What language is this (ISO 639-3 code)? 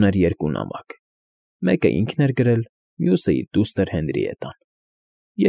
hye